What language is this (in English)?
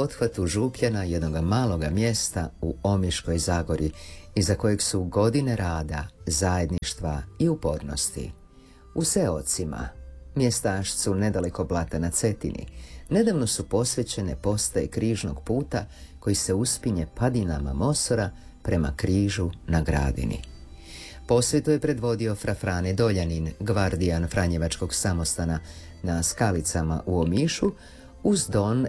Croatian